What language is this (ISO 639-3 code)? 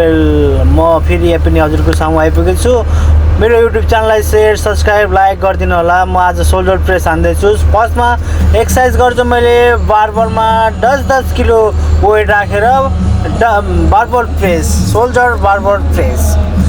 nep